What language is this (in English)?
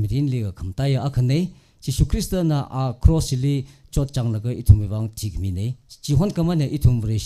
Tangkhul Naga (India)